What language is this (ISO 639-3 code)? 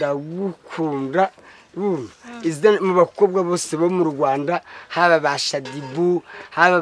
kin